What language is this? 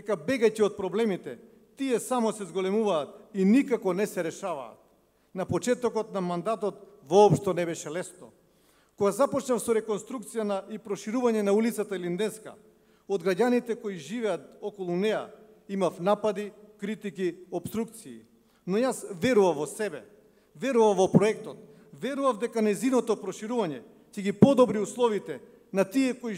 Macedonian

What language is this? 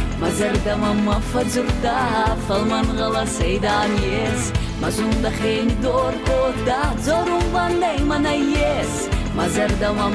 Ossetic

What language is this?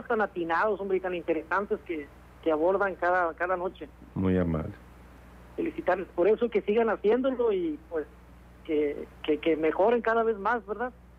Spanish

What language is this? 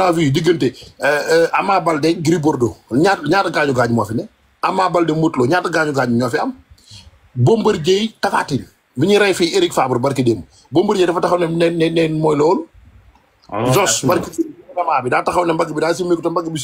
Wolof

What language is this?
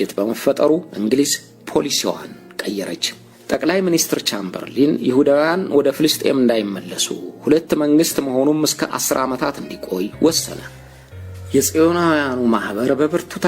Amharic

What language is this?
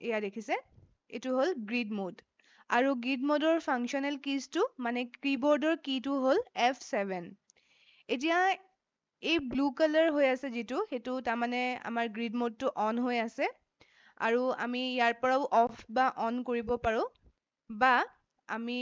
Assamese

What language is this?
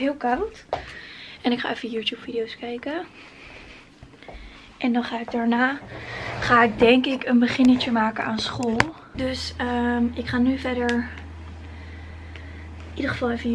Dutch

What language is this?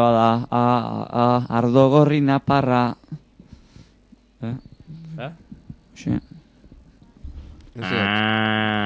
Basque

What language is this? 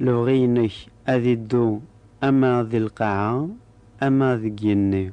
Kabyle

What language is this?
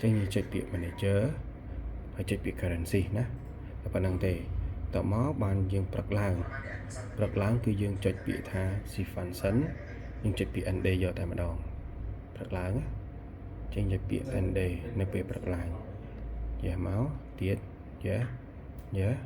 Khmer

